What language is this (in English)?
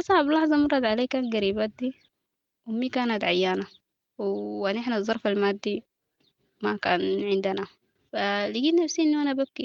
Sudanese Arabic